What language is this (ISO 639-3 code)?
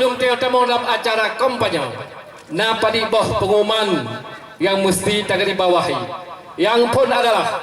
ace